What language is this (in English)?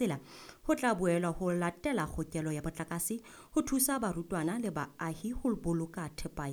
Southern Sotho